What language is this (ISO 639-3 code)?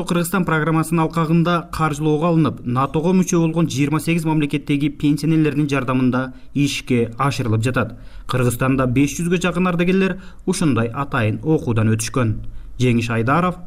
kir